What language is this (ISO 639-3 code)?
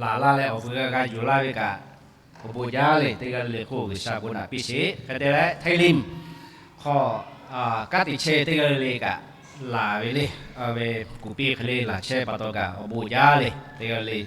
lhu